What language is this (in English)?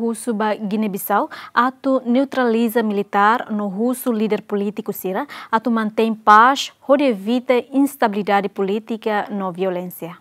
Tetum